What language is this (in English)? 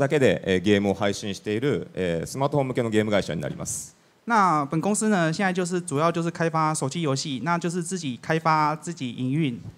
Chinese